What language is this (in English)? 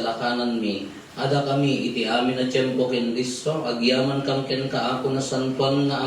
Iloko